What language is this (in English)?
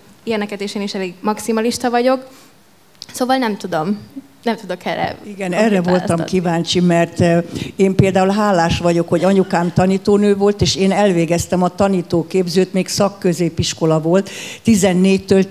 Hungarian